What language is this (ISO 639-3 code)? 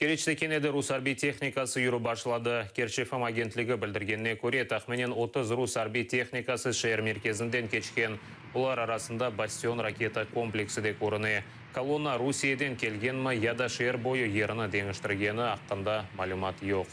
crh